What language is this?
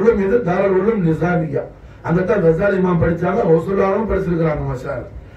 Tamil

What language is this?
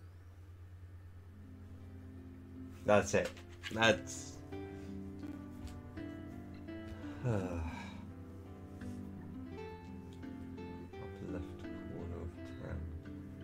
English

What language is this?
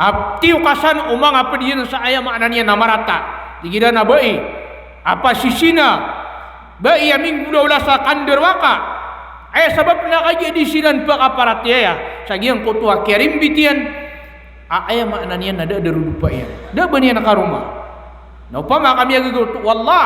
Maranao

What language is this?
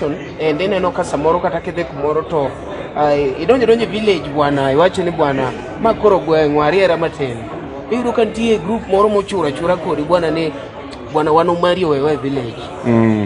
Luo (Kenya and Tanzania)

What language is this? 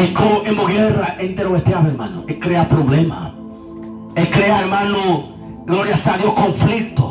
Guarani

